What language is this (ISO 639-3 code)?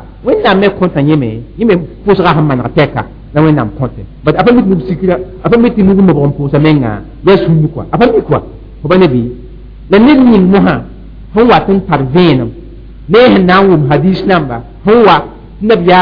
mos